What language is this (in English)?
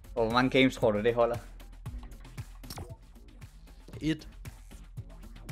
Danish